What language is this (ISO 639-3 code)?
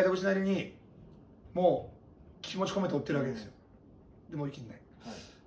jpn